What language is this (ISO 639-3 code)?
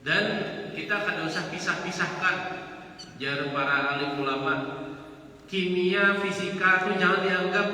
bjn